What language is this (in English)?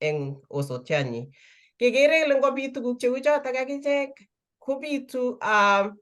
Kalenjin